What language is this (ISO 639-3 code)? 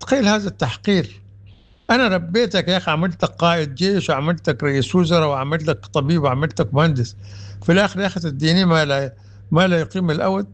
apd